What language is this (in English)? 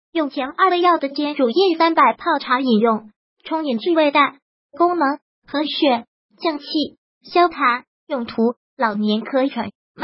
Chinese